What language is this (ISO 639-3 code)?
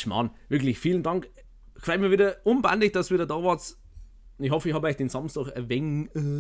bar